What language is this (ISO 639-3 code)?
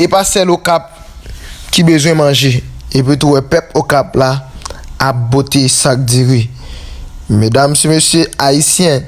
hat